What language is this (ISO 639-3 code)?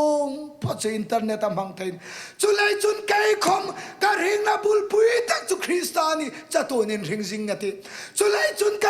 hmr